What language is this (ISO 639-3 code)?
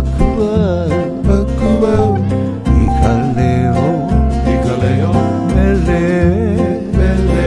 haw